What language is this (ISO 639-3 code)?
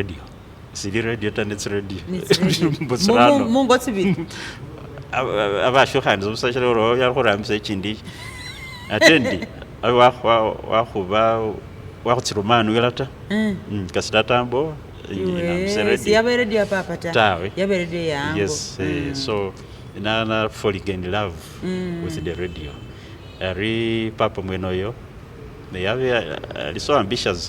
myx